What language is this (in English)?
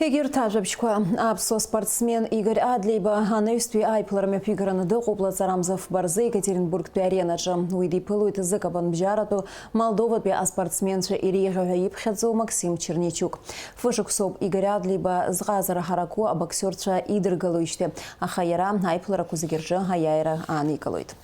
Abkhazian